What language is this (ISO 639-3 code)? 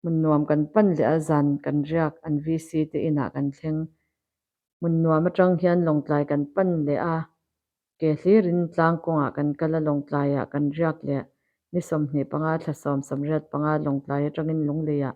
lus